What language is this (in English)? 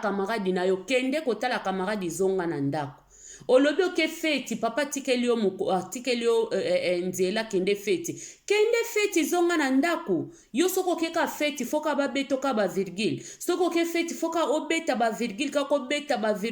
Lingala